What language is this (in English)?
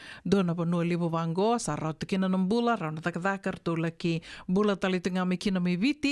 Fijian